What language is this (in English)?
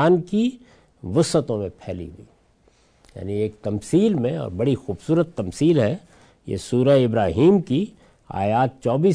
Urdu